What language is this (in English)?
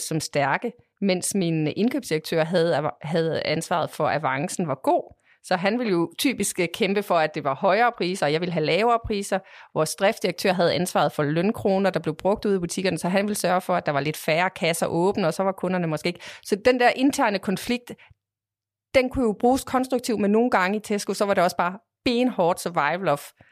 Danish